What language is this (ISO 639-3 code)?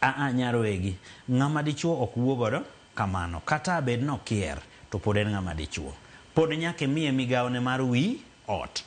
luo